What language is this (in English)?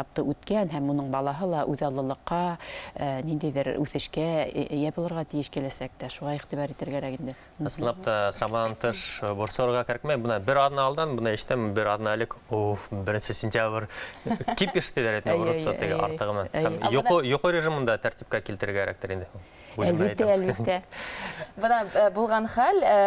Bashkir